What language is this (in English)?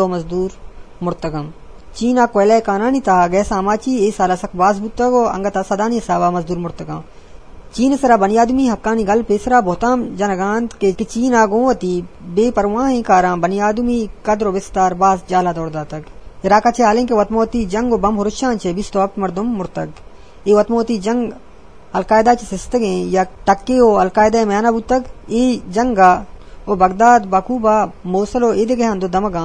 Eastern Balochi